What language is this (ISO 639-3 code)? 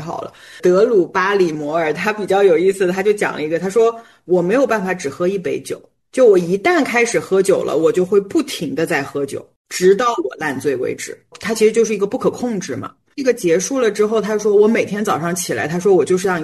zho